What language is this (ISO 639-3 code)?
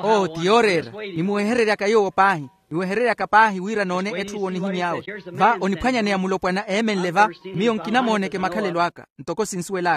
vmw